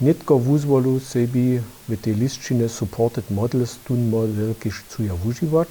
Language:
Upper Sorbian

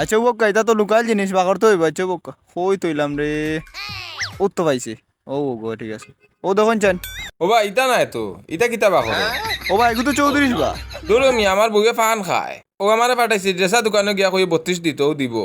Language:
Sylheti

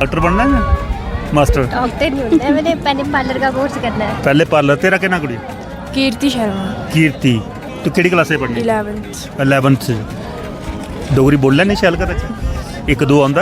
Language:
Dogri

